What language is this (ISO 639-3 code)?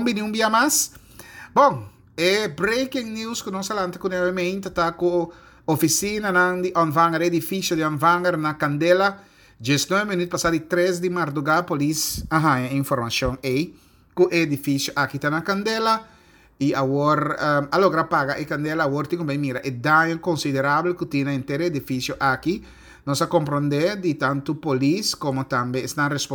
pap